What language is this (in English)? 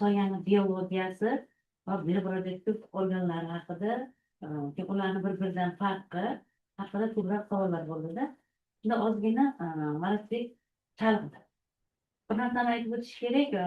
Uzbek